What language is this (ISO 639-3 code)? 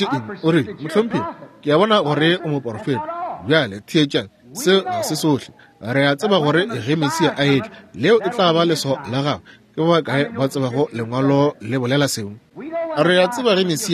nso